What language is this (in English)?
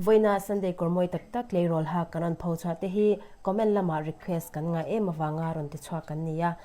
Mizo